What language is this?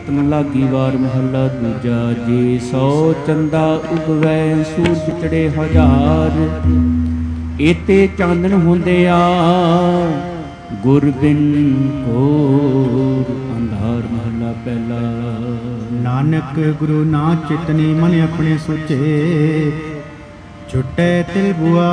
Punjabi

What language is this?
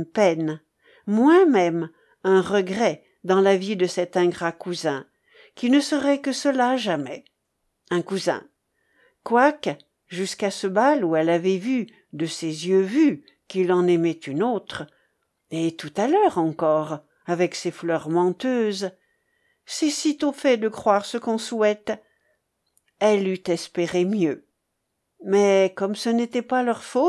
French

